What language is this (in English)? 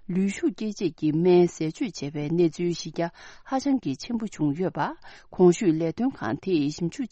Tibetan